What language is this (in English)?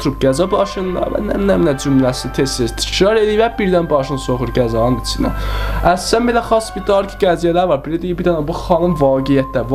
South Azerbaijani